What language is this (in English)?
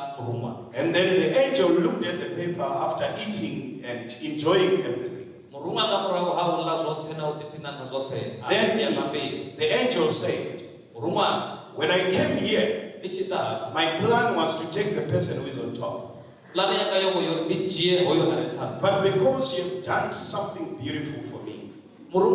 Venda